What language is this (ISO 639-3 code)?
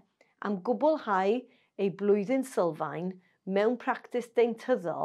cym